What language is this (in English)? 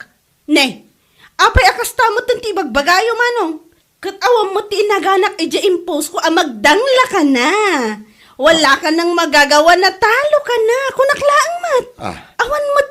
Iloko